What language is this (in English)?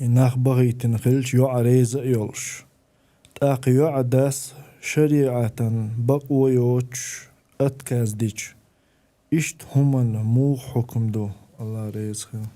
Chechen